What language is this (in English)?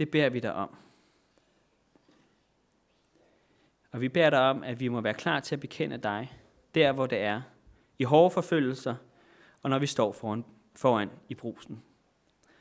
Danish